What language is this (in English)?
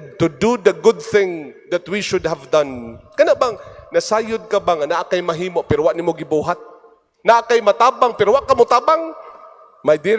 Cebuano